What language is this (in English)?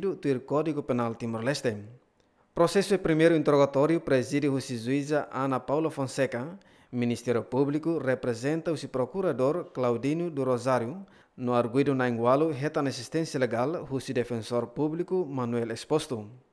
Tetum